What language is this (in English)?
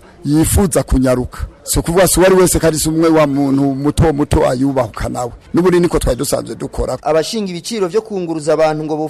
Rundi